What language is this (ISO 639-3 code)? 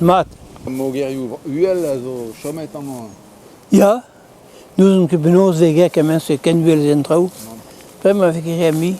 bre